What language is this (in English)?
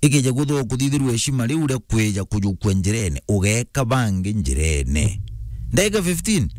Meru